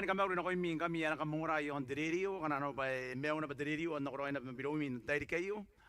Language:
Gilbertese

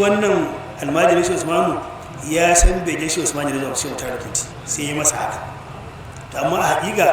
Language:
Hausa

